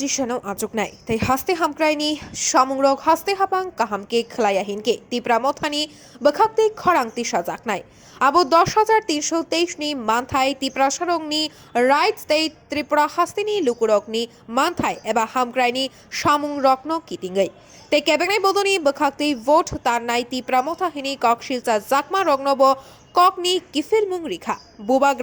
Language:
Kok Borok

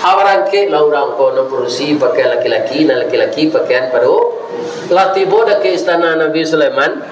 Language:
Minangkabau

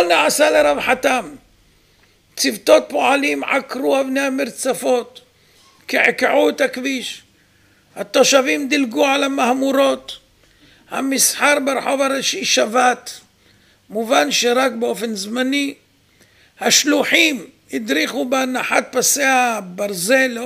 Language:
Hebrew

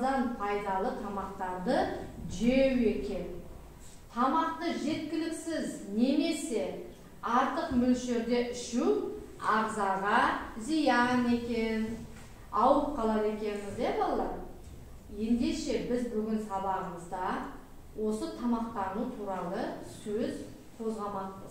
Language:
Kazakh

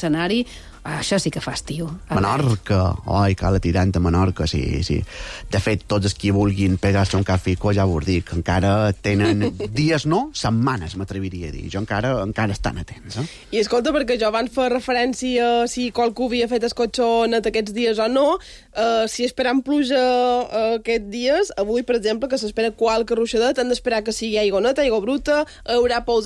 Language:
Catalan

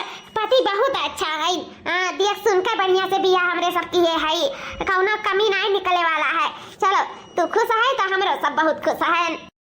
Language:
Awadhi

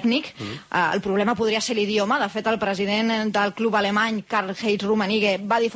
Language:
Catalan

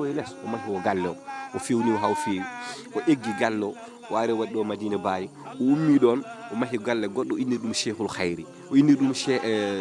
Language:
Fula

